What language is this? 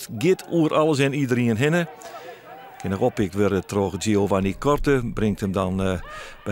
Western Frisian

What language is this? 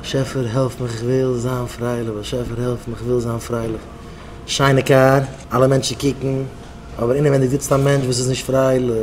Yiddish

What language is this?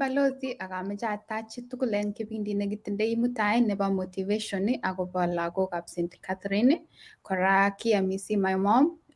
Kalenjin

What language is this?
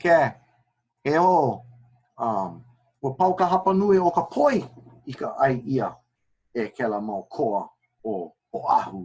Hawaiian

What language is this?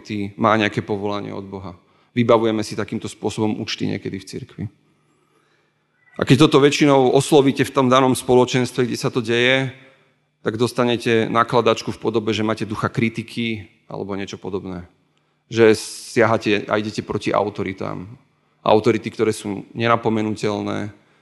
Slovak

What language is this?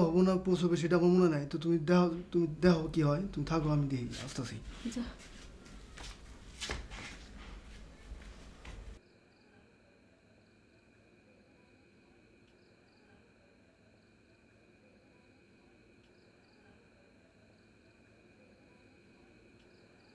Bangla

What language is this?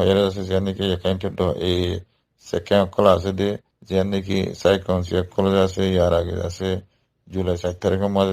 Rohingya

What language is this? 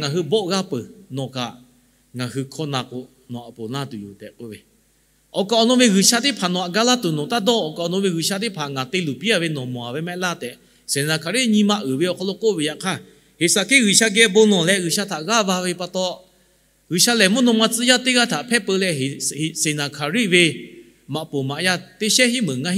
Lahu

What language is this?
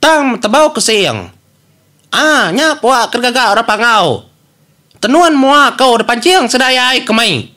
Iban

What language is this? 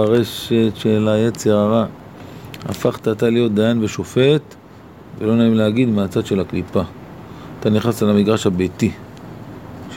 Hebrew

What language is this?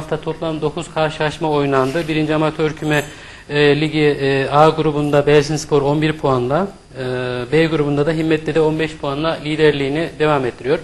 Turkish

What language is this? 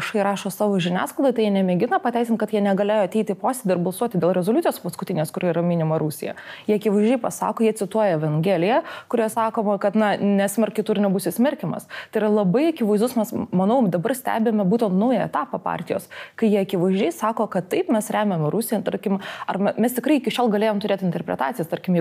Lithuanian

